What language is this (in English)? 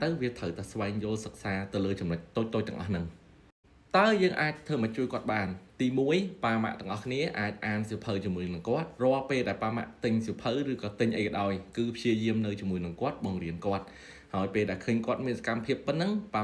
Khmer